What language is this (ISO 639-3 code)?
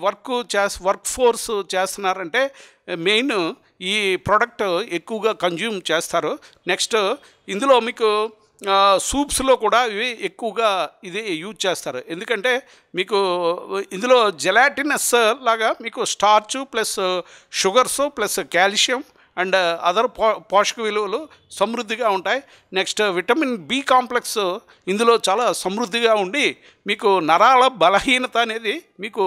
tel